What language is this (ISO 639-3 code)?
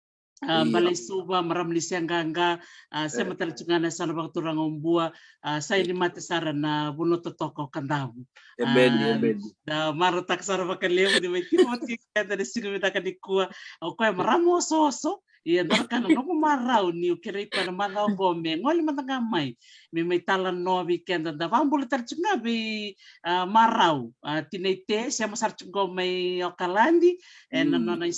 fij